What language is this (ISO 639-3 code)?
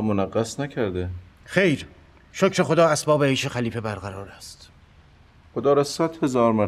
fas